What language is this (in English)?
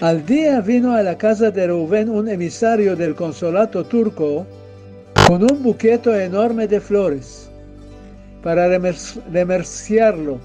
Ladino